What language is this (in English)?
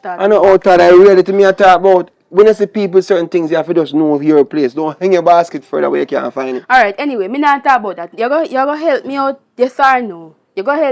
Jamaican Creole English